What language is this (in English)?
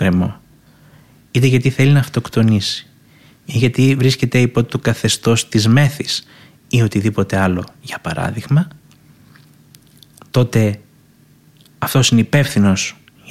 Greek